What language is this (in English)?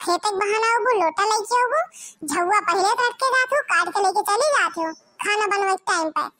Bhojpuri